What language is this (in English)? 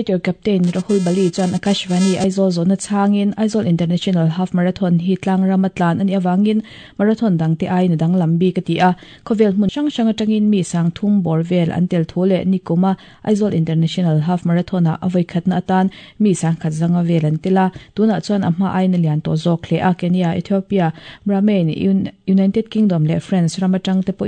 Mizo